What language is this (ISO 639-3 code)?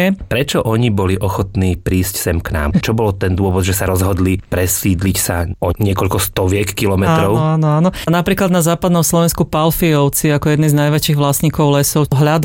slk